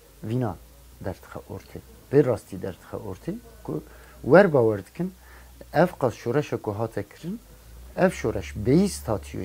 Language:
Kurdish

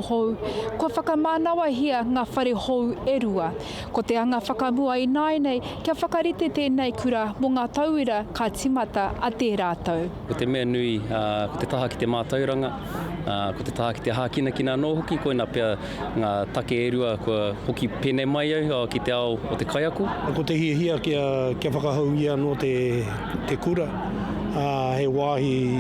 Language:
Māori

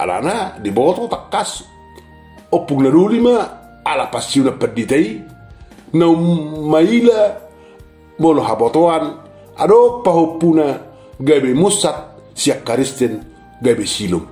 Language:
Batak Toba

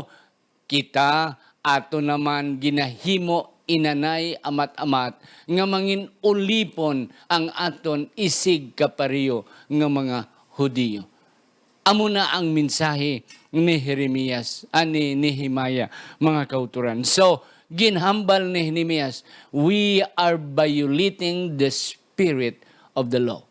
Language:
Hiligaynon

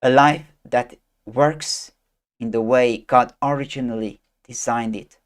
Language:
English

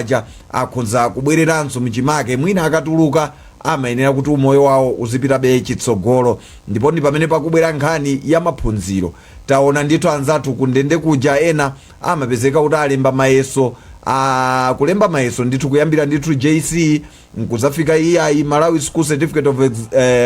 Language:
Nyanja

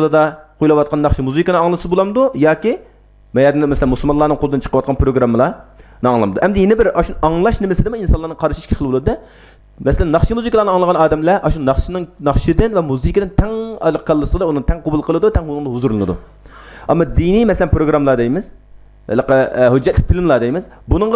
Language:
Uyghur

